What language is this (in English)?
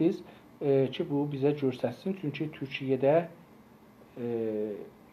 South Azerbaijani